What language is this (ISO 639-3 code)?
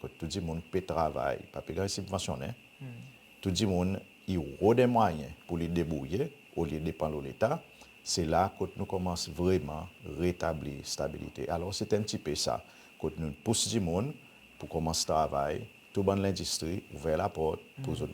crs